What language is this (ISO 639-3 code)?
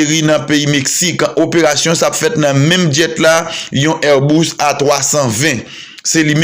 hat